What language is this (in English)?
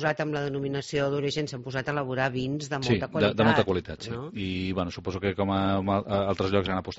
Catalan